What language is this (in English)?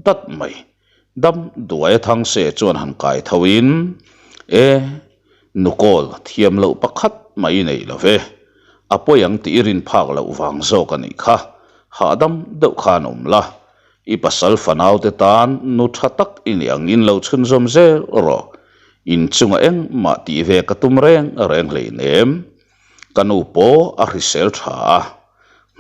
Mizo